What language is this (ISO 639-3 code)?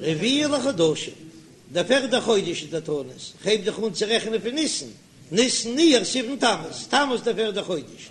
yid